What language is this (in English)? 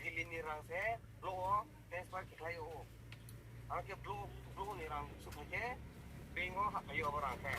Riang (India)